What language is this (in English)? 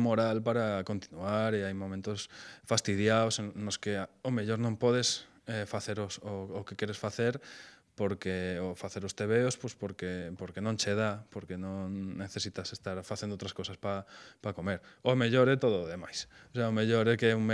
Galician